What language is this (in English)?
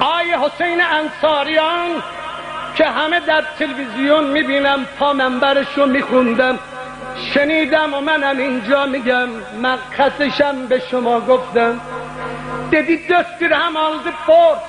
South Azerbaijani